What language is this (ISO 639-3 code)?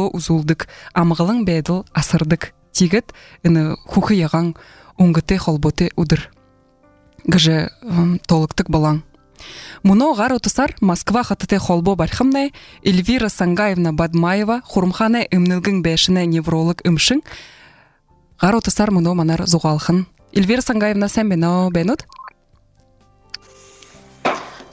bua